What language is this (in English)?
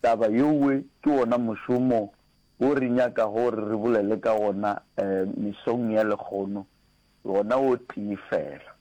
Northern Sotho